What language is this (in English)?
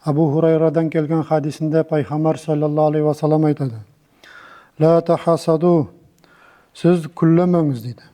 Nogai